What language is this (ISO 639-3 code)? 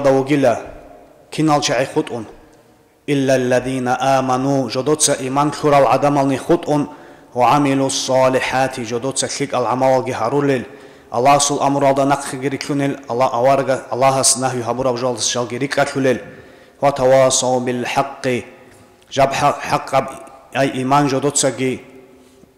ava